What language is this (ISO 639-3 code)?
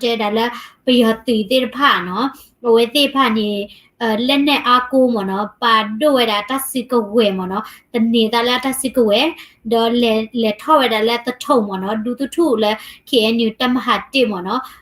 ksw